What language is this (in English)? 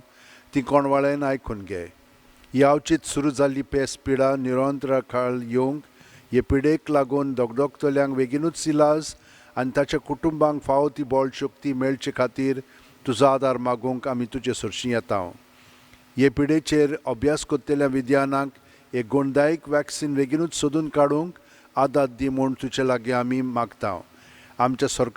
Konkani